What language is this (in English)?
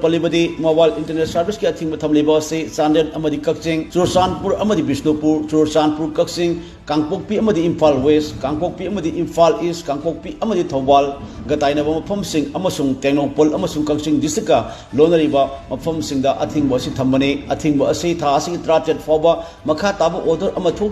Manipuri